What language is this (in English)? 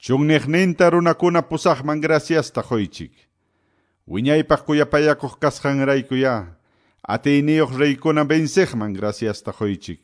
Quechua